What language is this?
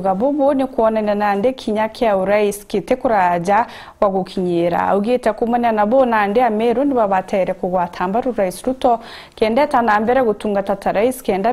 Meru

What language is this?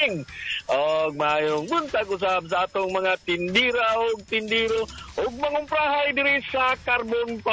Cebuano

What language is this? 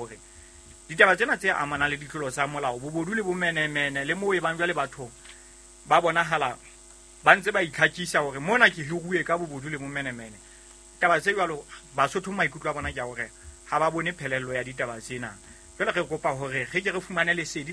Southern Sotho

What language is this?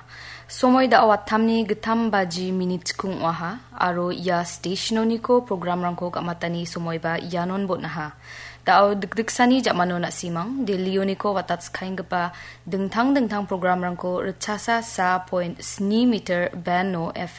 Garo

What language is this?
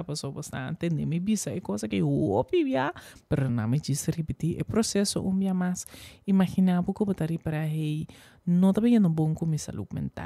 Papiamento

